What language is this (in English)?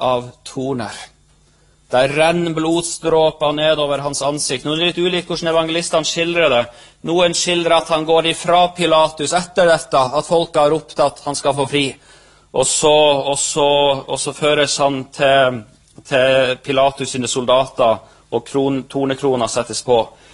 Norwegian